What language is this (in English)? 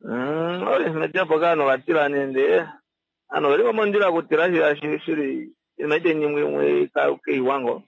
Kuanyama